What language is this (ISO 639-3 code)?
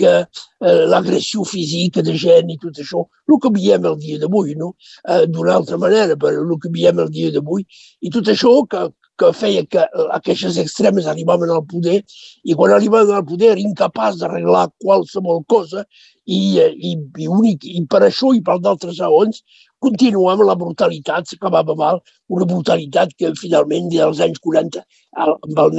cat